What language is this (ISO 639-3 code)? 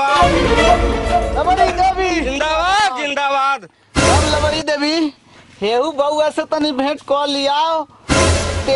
bho